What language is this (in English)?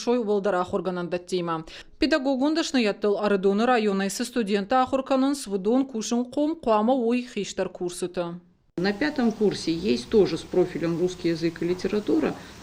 Ossetic